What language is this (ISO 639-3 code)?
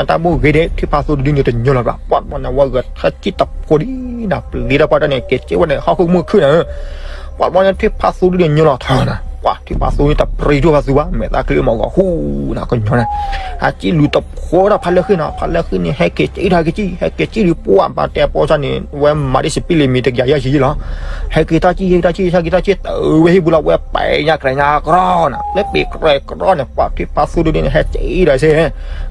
ksw